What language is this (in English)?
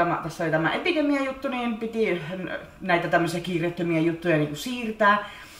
Finnish